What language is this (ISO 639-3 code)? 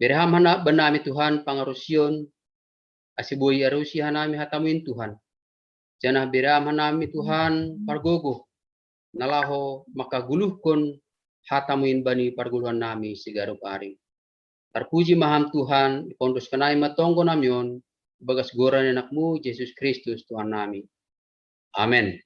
bts